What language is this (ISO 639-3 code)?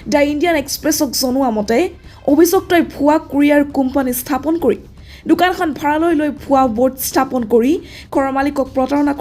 asm